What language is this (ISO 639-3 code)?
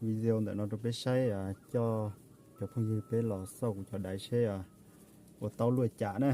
hmn